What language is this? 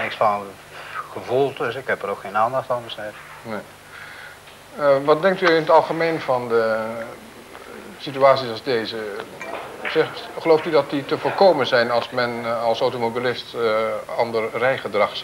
Dutch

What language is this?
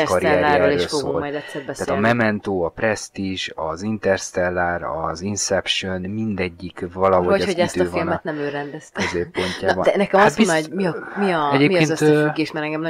Hungarian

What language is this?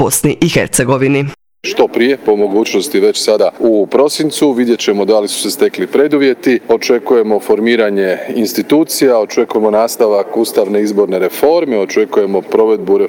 Croatian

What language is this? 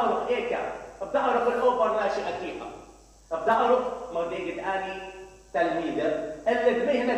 Mesopotamian Arabic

